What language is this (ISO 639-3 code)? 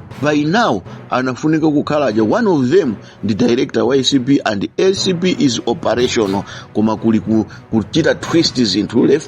nya